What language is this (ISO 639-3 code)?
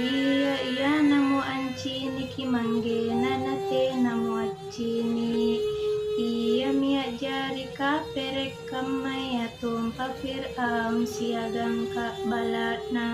mak